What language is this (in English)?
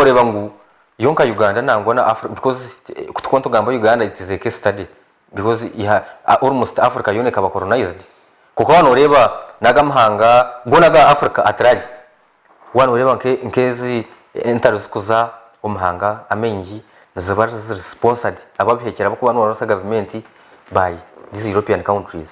Nyankole